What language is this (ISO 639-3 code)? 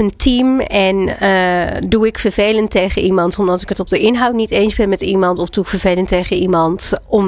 nld